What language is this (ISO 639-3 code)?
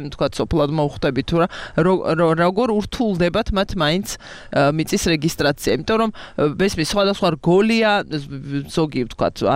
kat